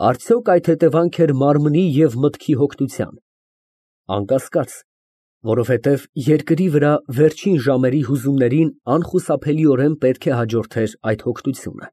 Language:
Armenian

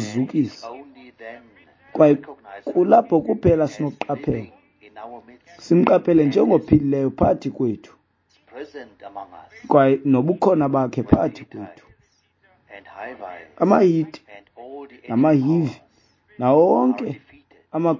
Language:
Xhosa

